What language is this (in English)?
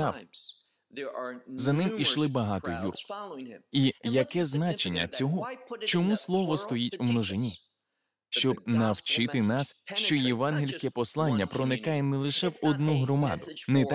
Ukrainian